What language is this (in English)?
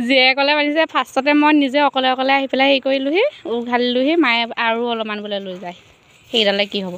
Assamese